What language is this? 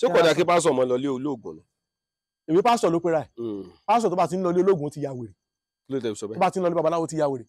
Yoruba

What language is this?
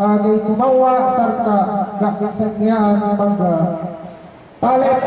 Yakan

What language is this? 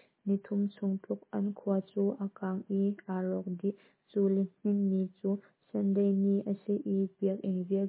Hakha Chin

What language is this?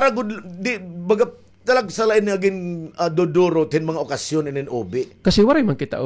Waray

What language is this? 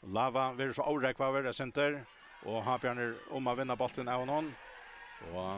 Faroese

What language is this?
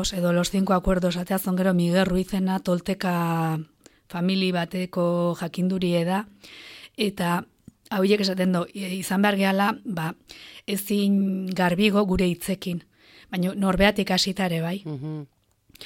Basque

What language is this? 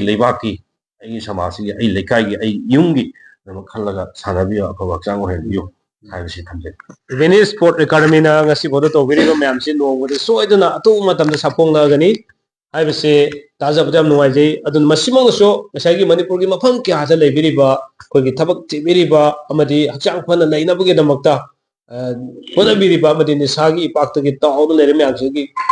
Manipuri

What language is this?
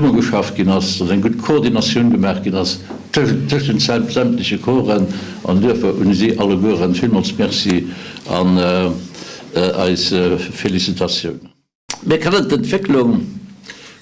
Luxembourgish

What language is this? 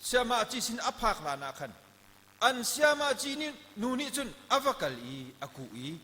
Hakha Chin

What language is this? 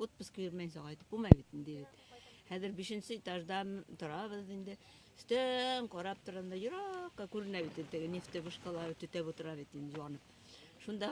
Bashkir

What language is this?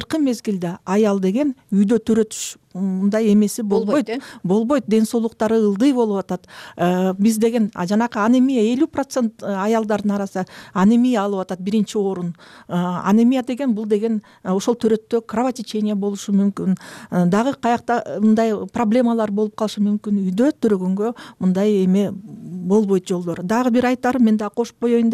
Kyrgyz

